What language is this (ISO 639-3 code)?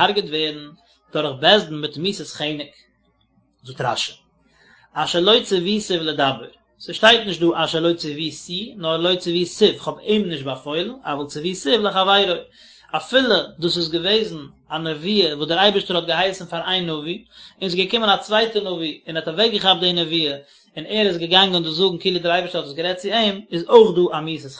yid